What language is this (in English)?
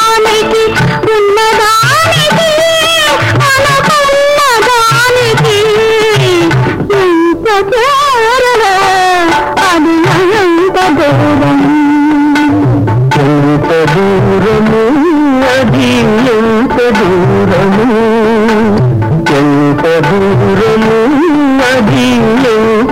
Telugu